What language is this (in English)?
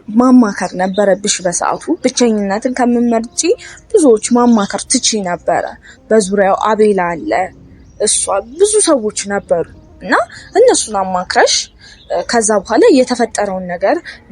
Amharic